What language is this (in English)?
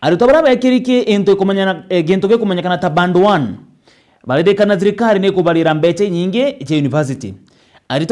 Meru